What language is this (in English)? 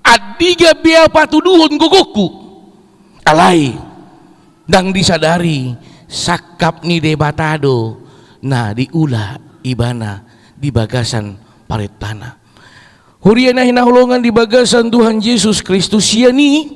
Batak Toba